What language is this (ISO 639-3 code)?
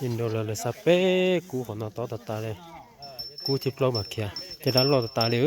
hmn